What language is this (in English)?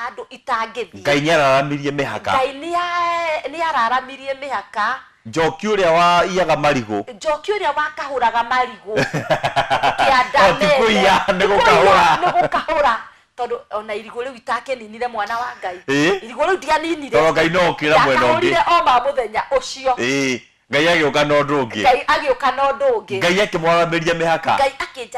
Kikuyu